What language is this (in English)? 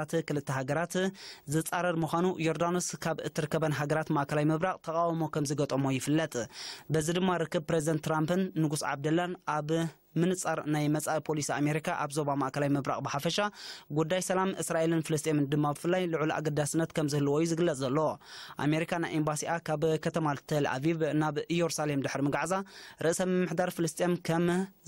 Tigrinya